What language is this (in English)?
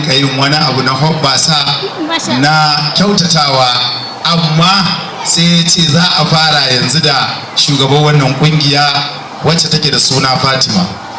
Hausa